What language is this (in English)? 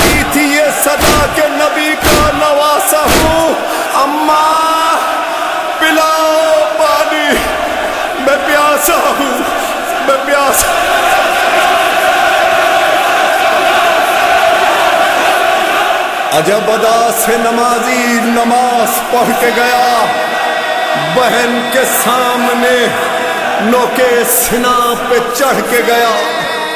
Urdu